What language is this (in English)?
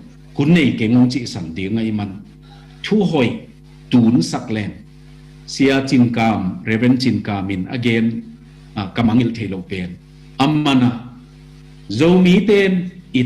Tedim Chin